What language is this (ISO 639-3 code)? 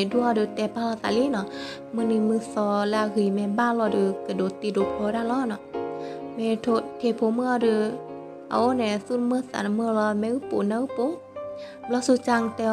ksw